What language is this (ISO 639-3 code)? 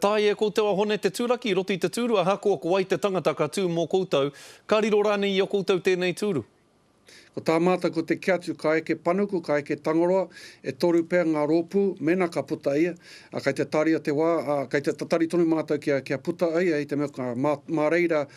mri